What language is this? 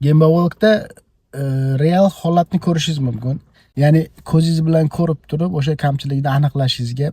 Uzbek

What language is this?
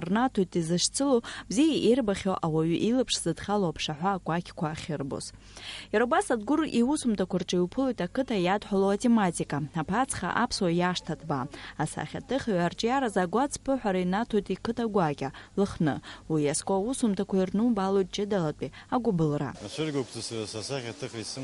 Abkhazian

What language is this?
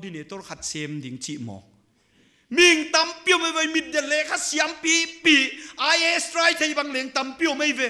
Paite Chin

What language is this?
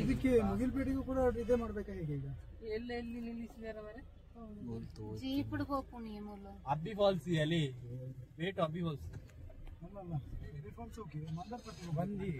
Tulu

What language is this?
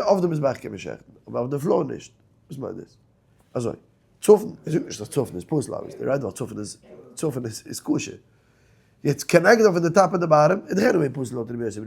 Yiddish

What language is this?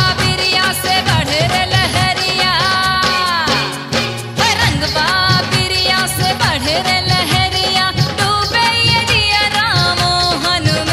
Bhojpuri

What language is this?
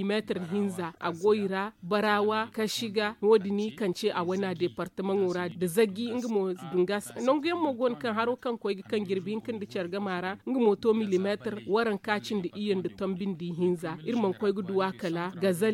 Zarma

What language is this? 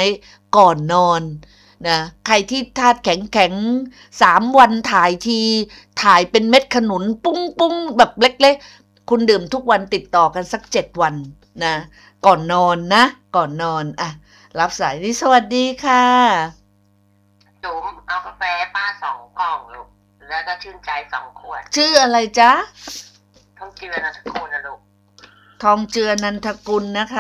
Thai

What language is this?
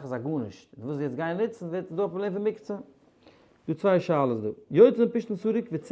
Yiddish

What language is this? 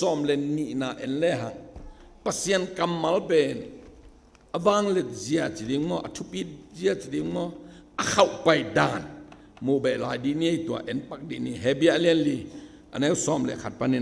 Tedim Chin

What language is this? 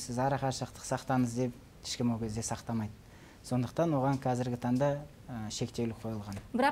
Kazakh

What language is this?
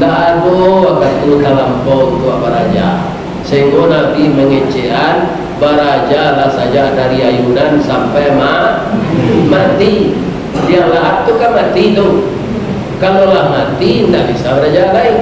Minangkabau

